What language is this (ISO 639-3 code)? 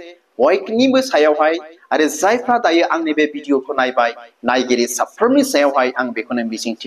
brx